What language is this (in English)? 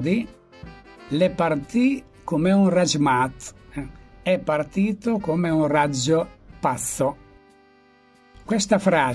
Italian